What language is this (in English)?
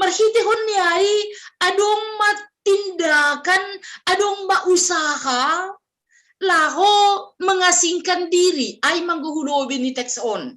Batak Simalungun